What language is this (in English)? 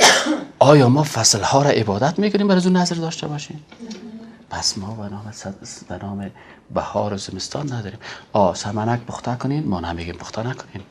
Persian